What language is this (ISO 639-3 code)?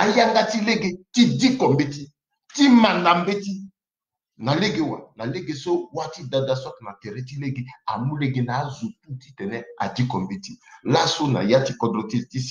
sag